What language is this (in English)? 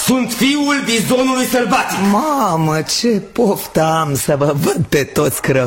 Romanian